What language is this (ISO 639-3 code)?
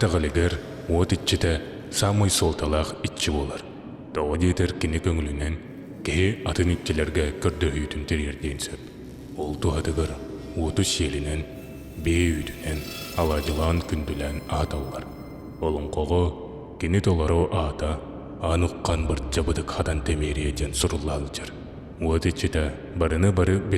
sah